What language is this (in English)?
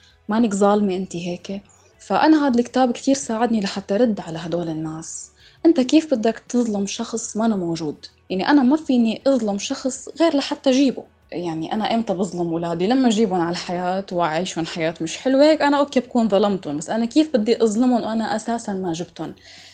North Levantine Arabic